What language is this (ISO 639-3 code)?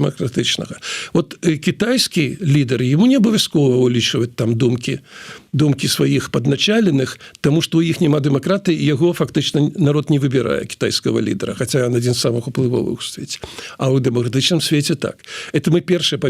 bel